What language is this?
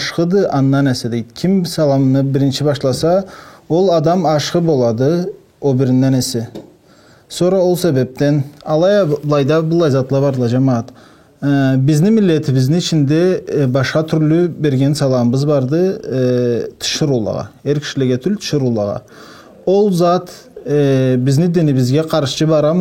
Karachay-Balkar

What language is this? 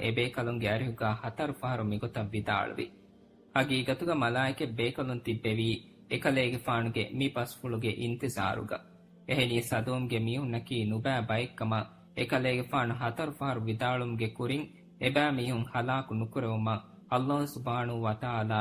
Divehi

